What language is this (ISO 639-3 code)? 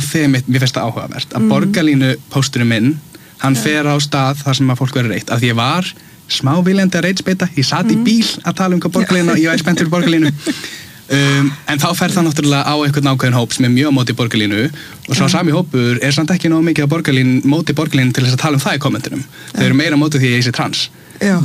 isl